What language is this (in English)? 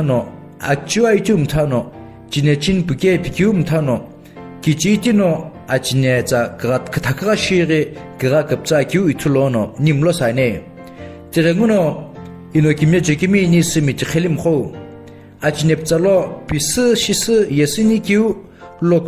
Sumi Naga